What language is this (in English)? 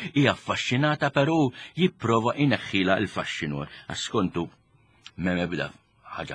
Maltese